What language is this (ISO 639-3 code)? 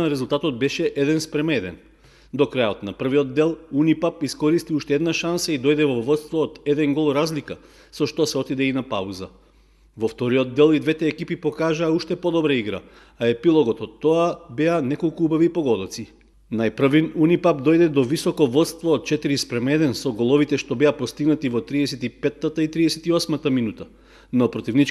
mkd